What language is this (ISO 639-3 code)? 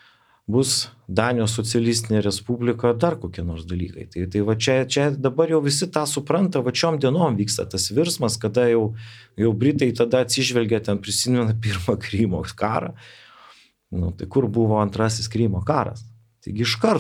lit